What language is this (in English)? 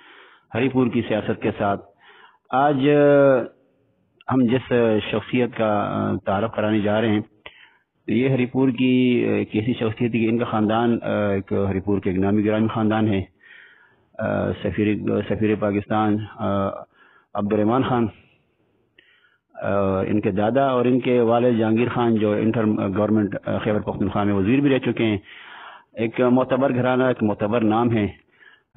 Urdu